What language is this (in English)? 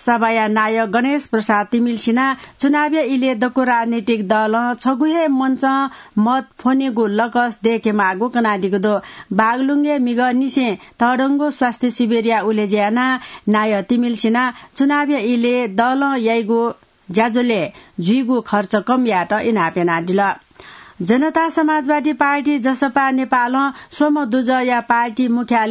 Newari